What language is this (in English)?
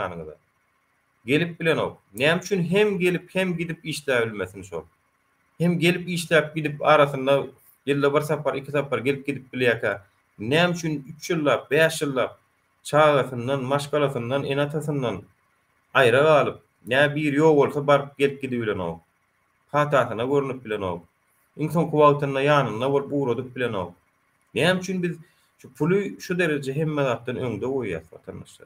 Turkmen